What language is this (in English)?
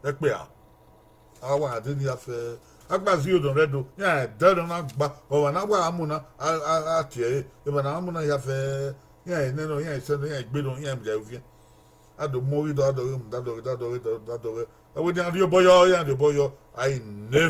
Bini